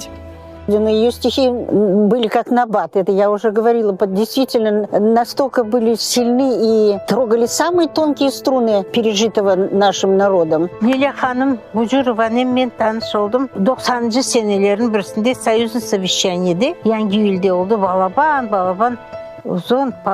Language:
Crimean Tatar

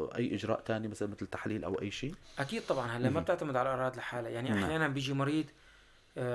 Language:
North Levantine Arabic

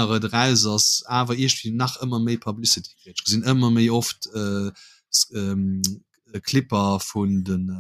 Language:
Luxembourgish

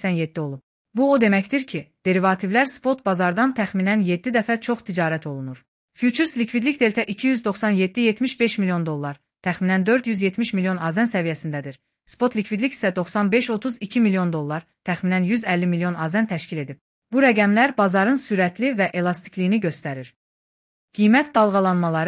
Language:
Azerbaijani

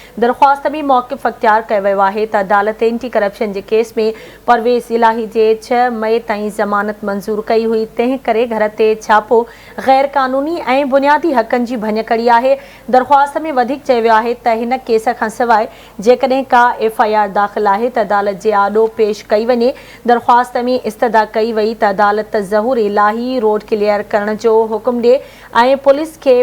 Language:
Sindhi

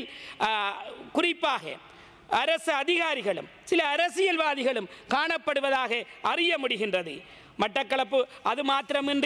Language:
Tamil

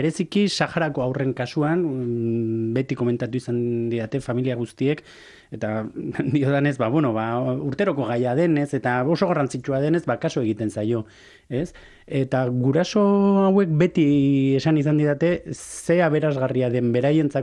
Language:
Basque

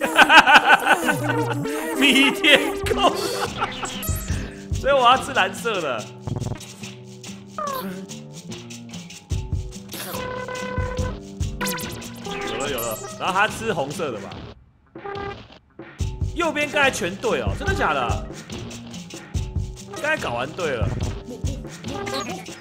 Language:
Chinese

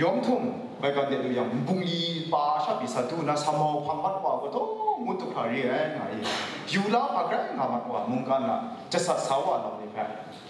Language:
Kachin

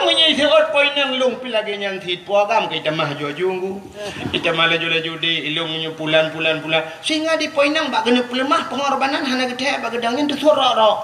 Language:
Achinese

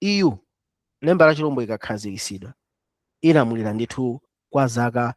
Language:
Nyanja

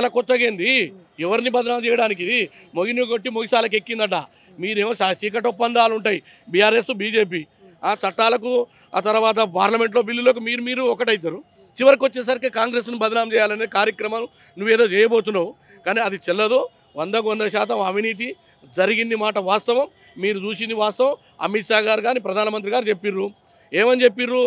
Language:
Telugu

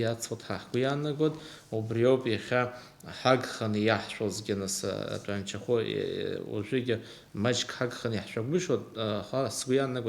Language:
Abkhazian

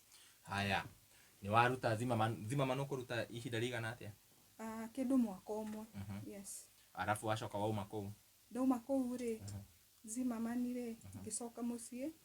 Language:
Kikuyu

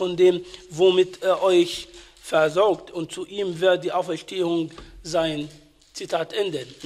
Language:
German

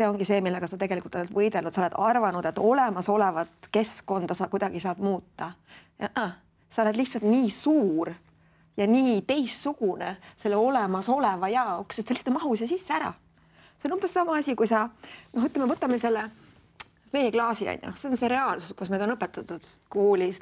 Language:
Estonian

